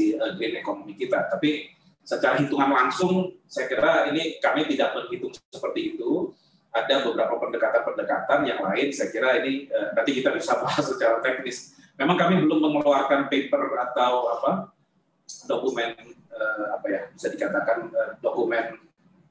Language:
Indonesian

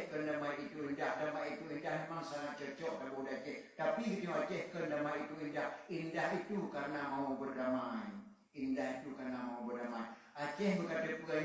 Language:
Achinese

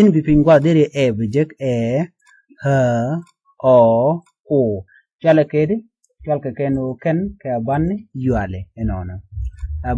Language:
Nuer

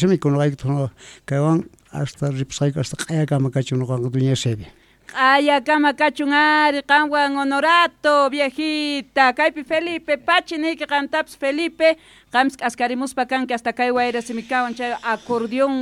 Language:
South Bolivian Quechua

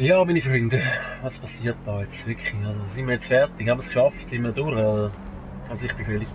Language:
Swiss German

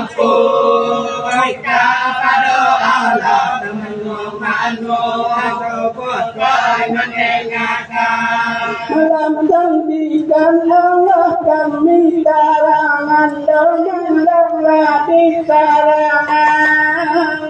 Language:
Minangkabau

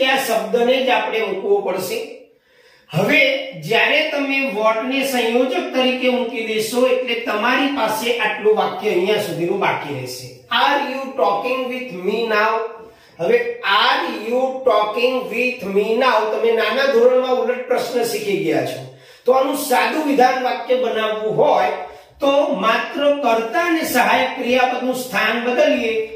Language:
Gujarati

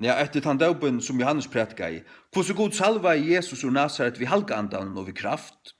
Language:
Faroese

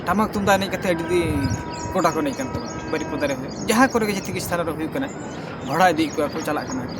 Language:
Santali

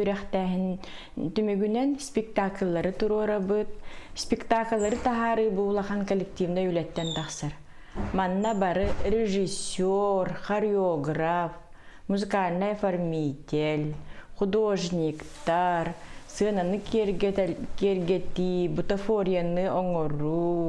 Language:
Yakut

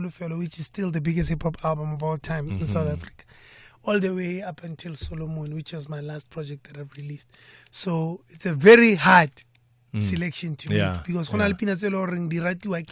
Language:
Tswana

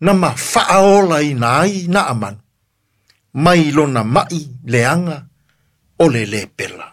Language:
Samoan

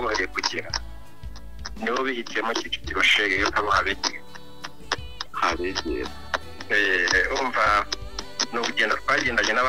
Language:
Kinyarwanda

